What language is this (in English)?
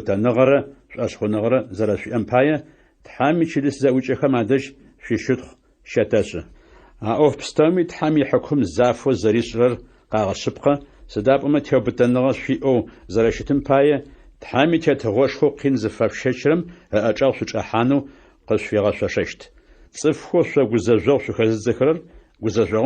Adyghe